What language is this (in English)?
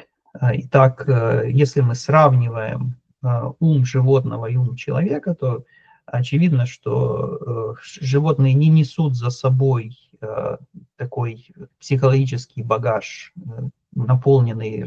Russian